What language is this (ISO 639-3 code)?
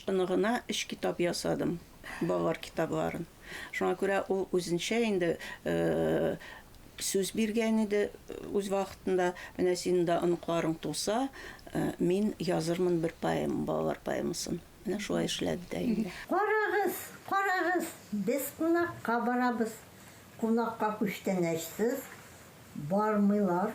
tat